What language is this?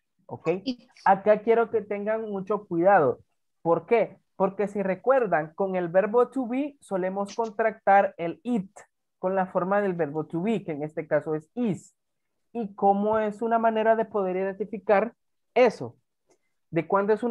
Spanish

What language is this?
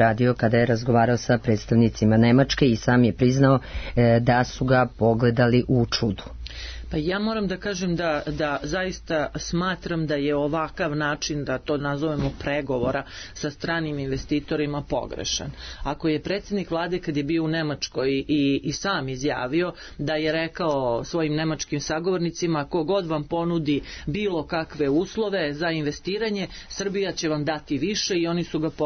Serbian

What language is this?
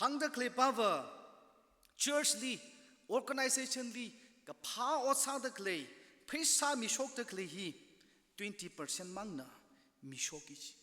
Tangkhul Naga (India)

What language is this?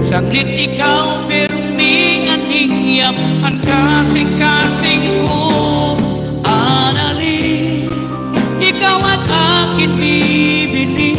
Waray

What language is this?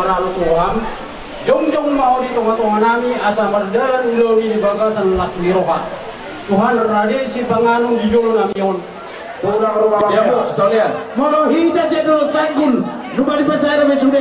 Batak Toba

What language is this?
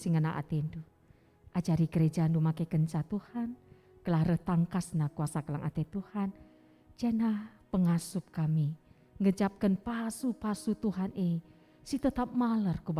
Batak Karo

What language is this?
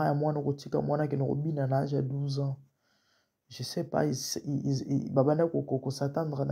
Lingala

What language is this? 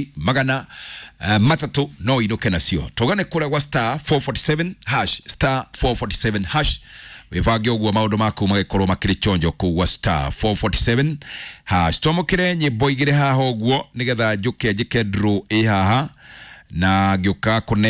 Kikuyu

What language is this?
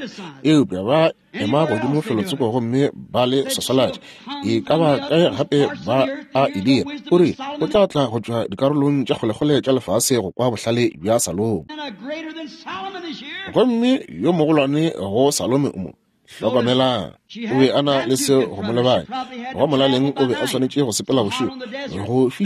Northern Sotho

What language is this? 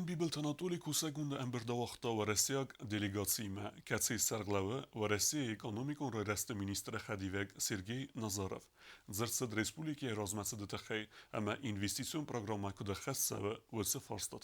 Ossetic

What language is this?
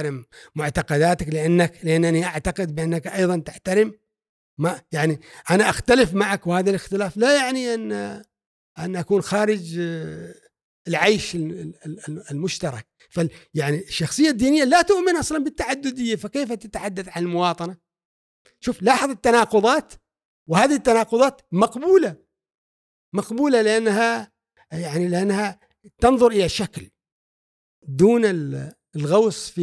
Gulf Arabic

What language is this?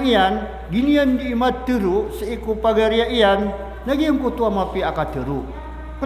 Maranao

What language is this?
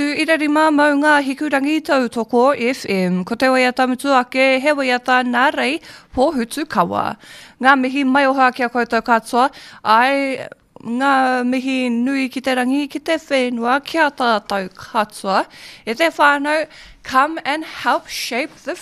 Māori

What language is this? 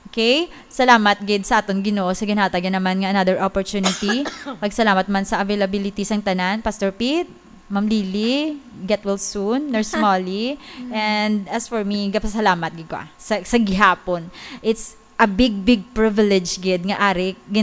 Hiligaynon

